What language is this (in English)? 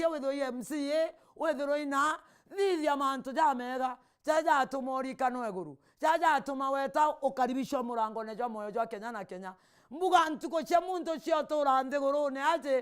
Meru